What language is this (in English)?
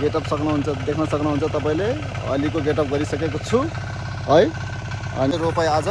Nepali